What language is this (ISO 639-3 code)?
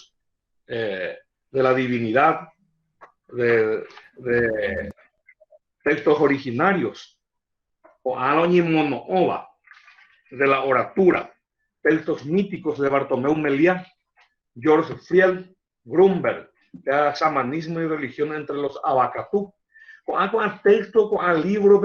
grn